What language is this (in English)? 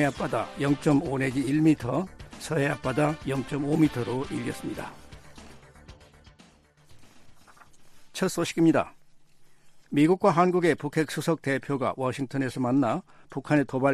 Korean